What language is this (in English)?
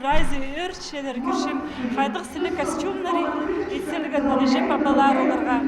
Khakas